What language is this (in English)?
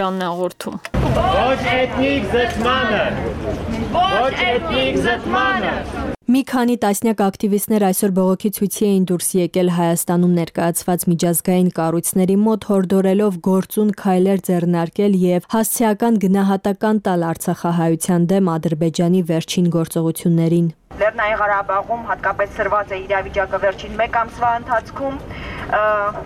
Armenian